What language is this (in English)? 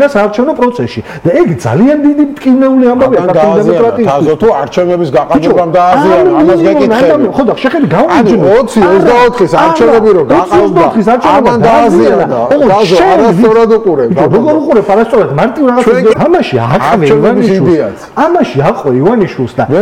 Georgian